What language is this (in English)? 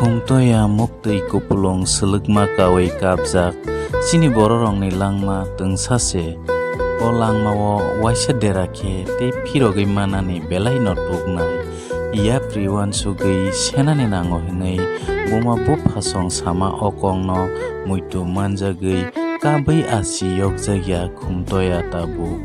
Kok Borok